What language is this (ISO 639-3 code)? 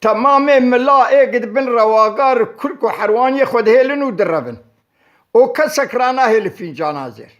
kur